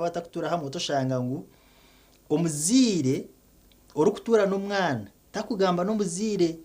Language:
Nyankole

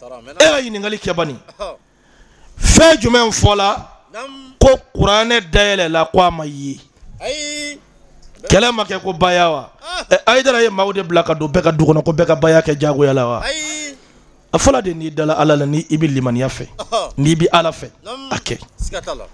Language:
Bambara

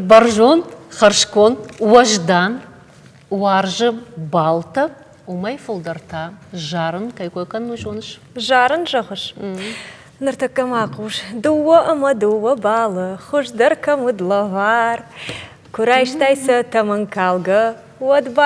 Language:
Ossetic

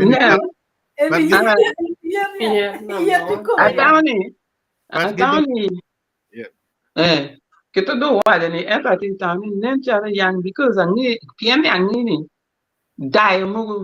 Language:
Acoli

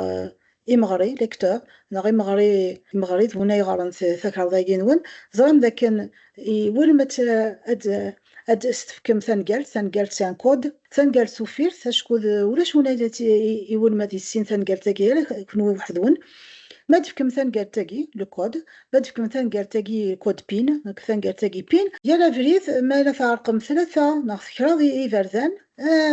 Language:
Kabyle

